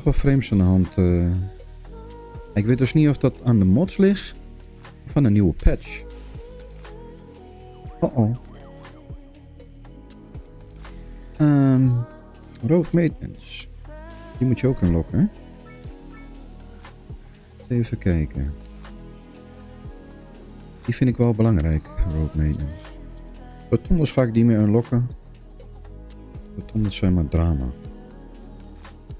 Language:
Dutch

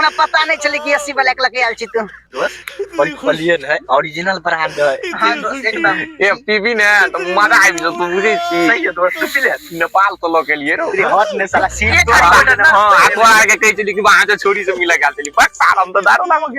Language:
Maithili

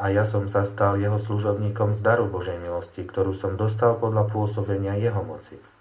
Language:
Slovak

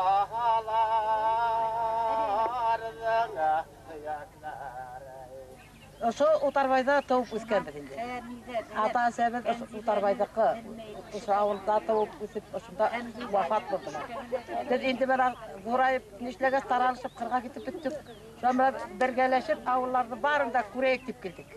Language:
Bashkir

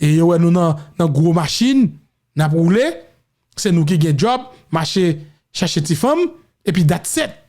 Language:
Haitian Creole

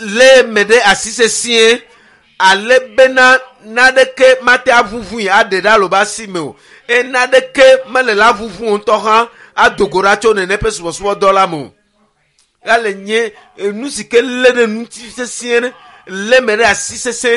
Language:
Ewe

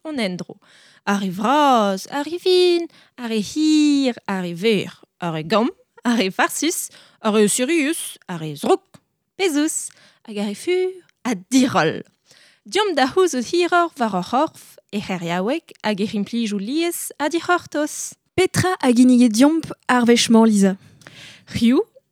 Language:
Breton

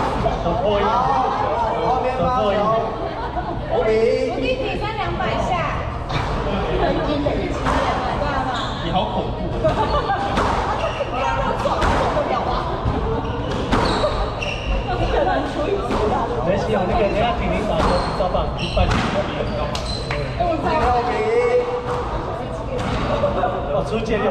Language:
Chinese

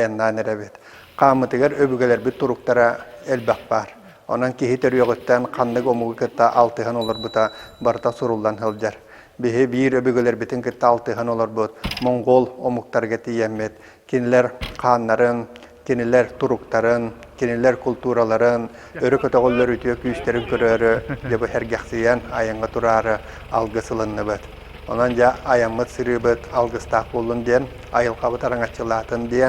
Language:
Yakut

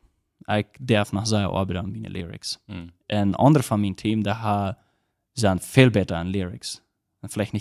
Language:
Plautdietsch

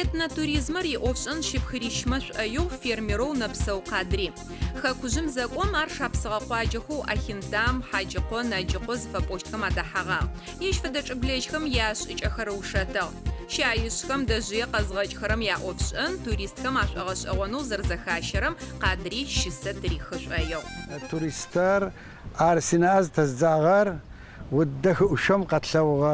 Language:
Adyghe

